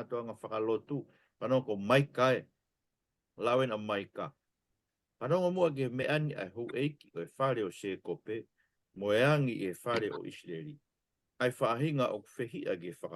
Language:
Tongan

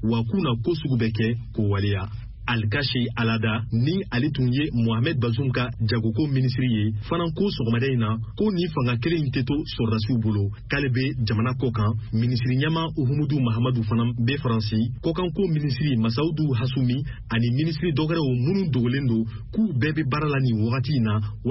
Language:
Bambara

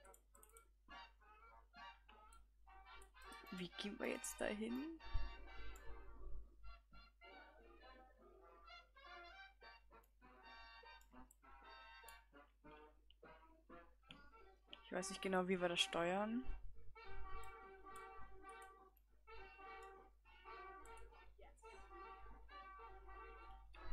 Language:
German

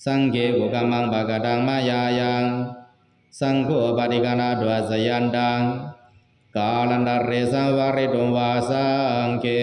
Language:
Pali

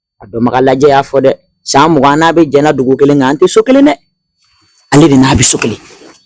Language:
Bambara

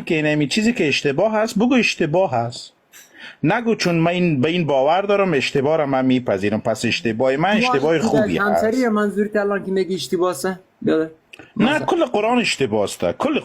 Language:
Persian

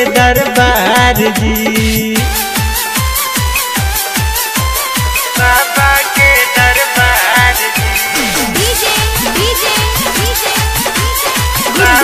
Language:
Bhojpuri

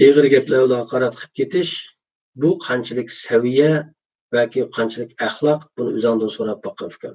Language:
Uyghur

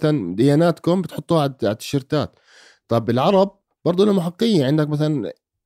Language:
North Levantine Arabic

